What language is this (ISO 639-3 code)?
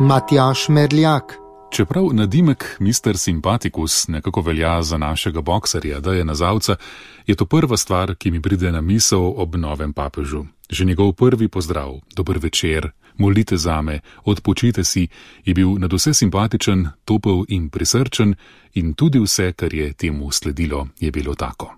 slv